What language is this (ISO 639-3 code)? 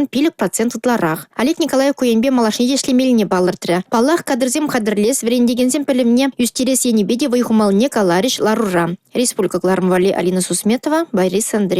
chv